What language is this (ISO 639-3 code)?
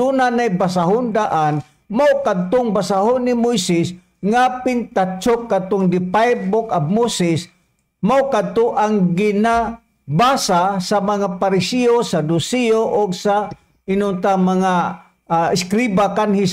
ceb